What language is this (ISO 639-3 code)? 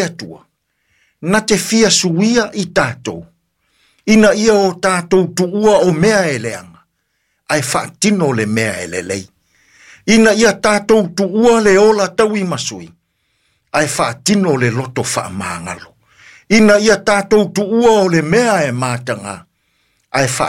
smo